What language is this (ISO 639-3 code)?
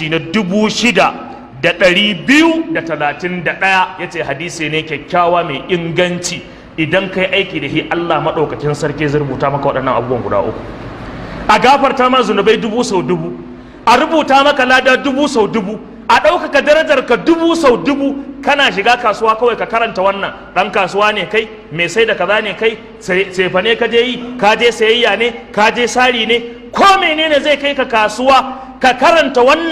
hau